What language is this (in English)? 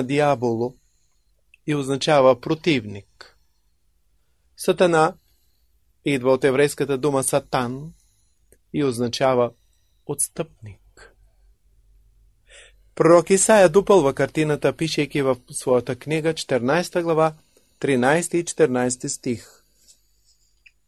Bulgarian